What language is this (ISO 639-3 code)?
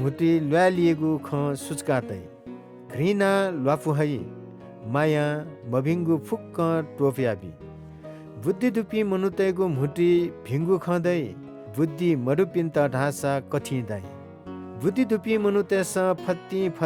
new